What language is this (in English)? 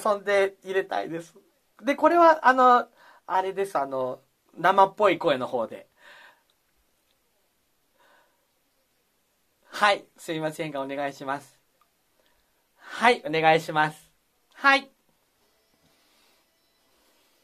Japanese